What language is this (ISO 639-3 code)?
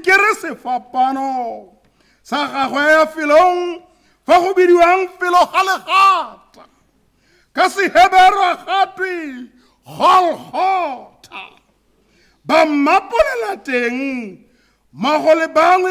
tsn